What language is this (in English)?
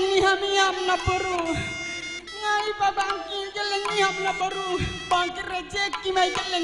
Batak Karo